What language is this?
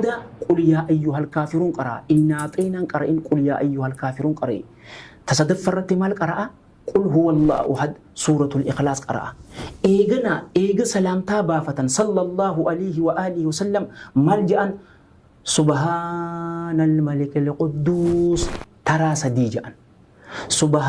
Oromo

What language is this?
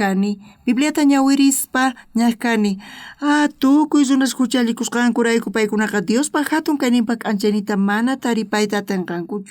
South Bolivian Quechua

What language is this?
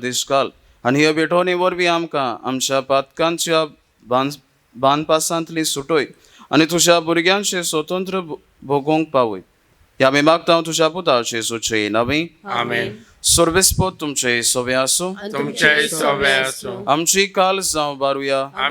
Konkani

